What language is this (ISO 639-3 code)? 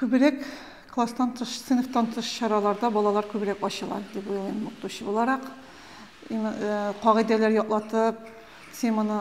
tat